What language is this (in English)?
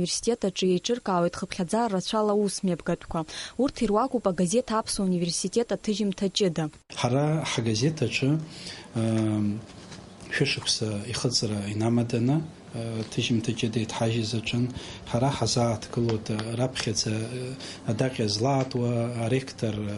Abkhazian